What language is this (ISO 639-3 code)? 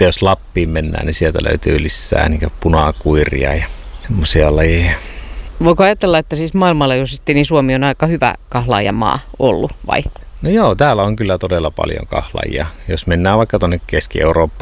fin